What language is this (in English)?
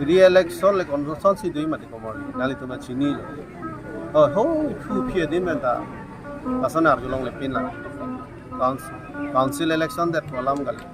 Karbi